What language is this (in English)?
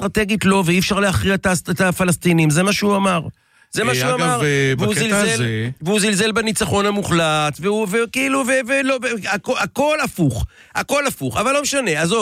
Hebrew